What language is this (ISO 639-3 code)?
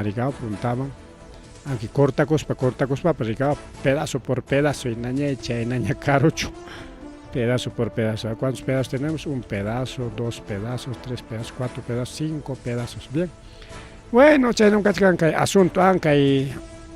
quy